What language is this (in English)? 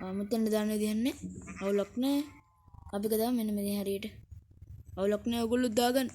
Sinhala